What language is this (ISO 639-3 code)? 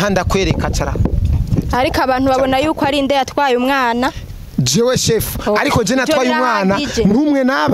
run